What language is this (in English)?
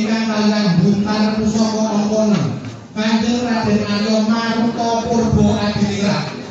Javanese